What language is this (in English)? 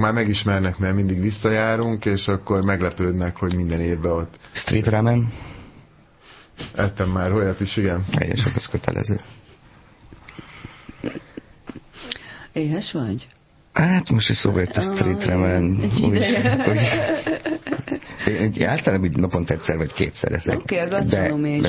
Hungarian